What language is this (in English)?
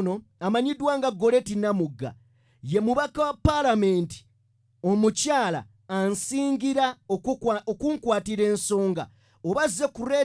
Ganda